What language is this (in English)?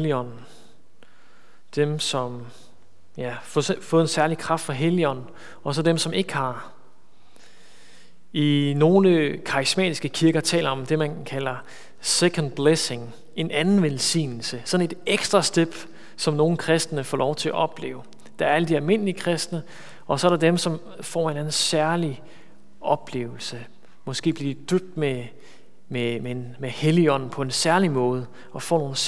Danish